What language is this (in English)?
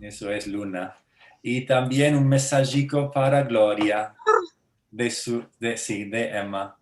Ladino